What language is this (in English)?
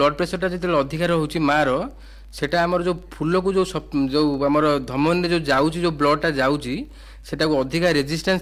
Odia